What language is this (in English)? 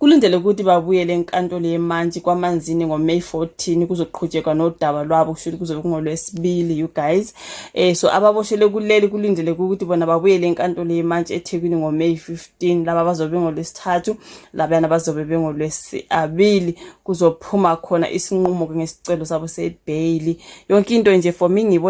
Zulu